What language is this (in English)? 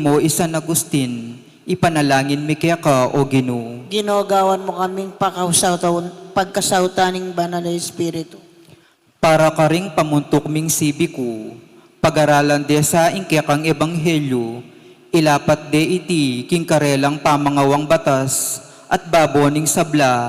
Pampanga